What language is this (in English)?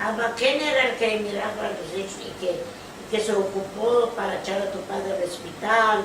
Ladino